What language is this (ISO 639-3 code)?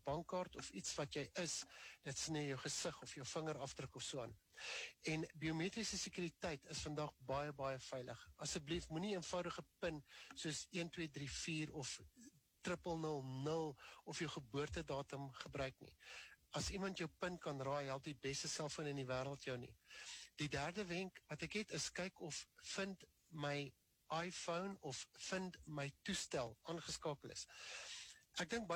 afr